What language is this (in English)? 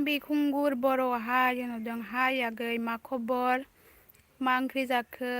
Bodo